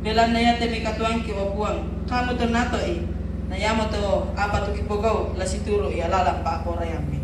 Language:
Toraja-Sa'dan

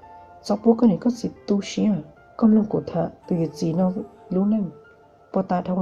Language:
Hmong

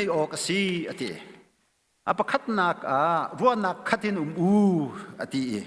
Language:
Hakha Chin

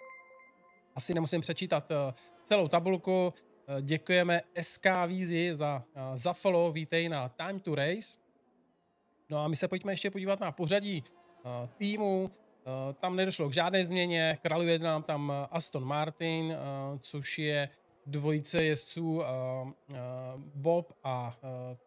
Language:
Czech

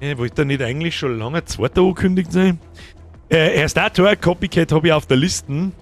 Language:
Bavarian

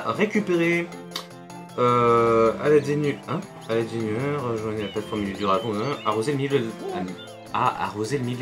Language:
French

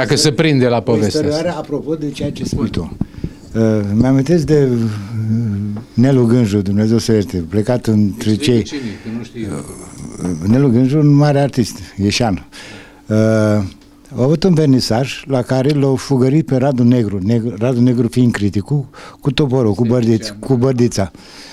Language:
Romanian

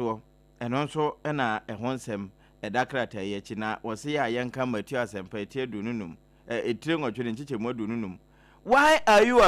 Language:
Akan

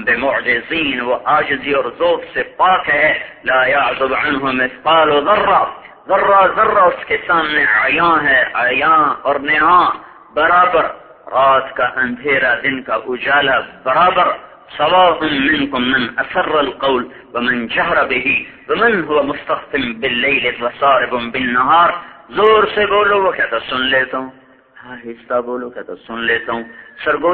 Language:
Urdu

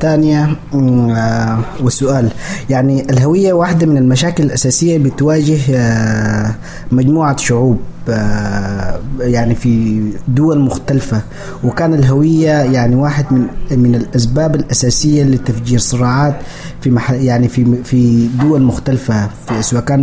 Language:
Sudanese Arabic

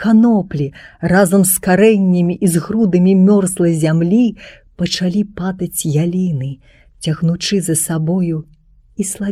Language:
Belarusian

